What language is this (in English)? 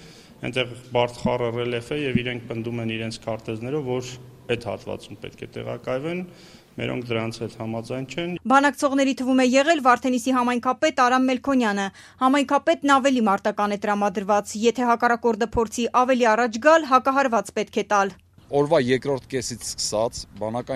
Armenian